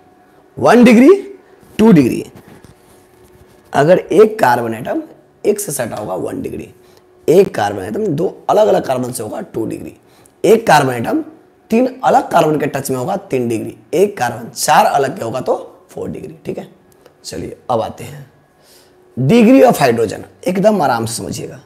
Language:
Hindi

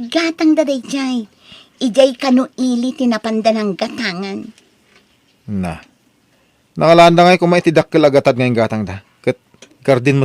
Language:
Iloko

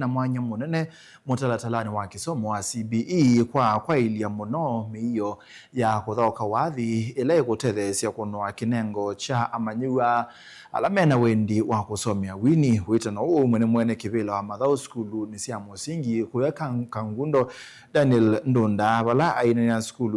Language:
Kamba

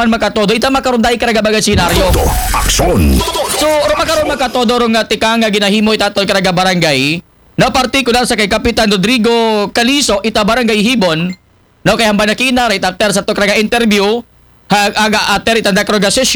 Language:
Aklanon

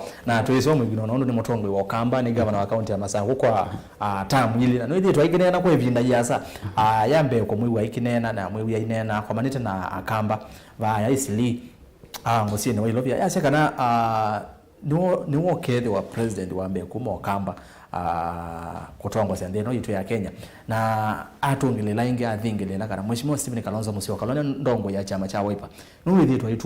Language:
Kamba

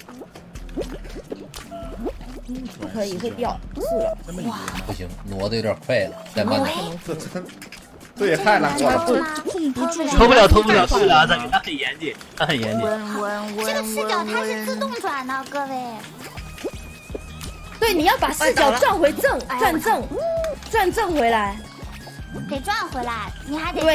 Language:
Chinese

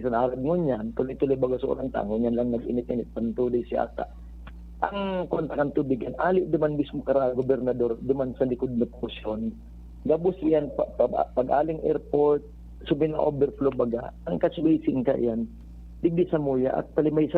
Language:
Bikol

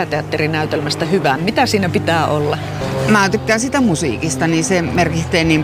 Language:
Finnish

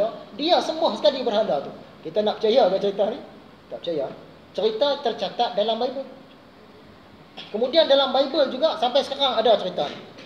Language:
Malay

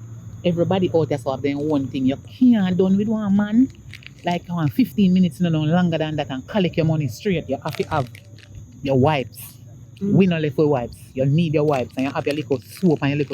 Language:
Jamaican Creole English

